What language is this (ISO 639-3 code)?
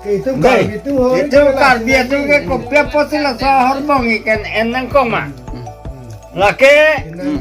mjw